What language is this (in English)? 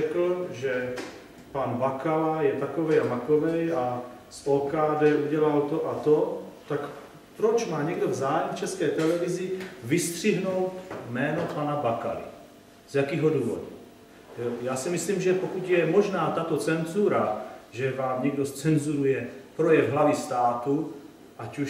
Czech